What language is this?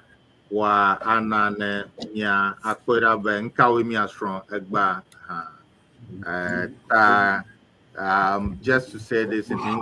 Ewe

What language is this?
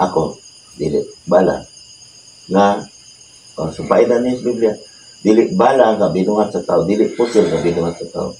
Cebuano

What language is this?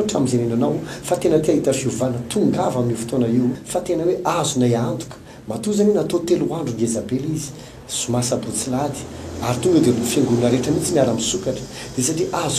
Malagasy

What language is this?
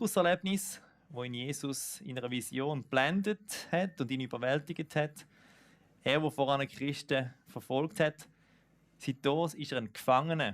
Swiss German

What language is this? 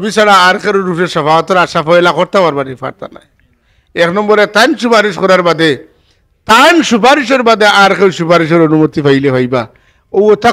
Sylheti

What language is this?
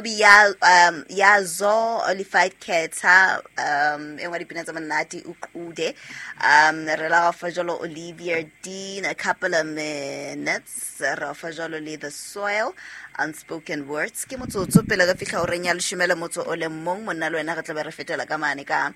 Southern Sotho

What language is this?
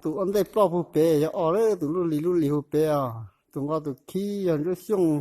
Hmong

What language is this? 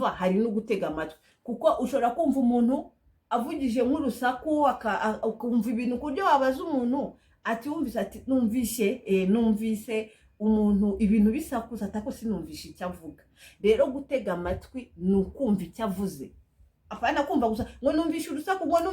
Kinyarwanda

